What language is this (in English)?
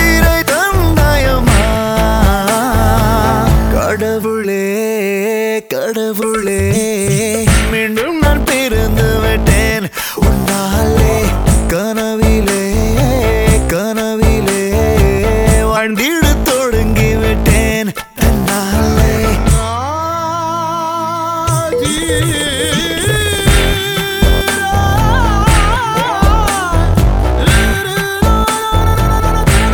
Tamil